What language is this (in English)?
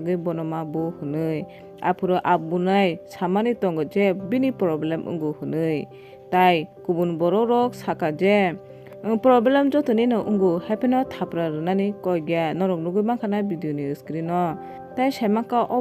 Kok Borok